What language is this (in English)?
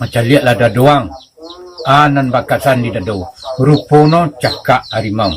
Minangkabau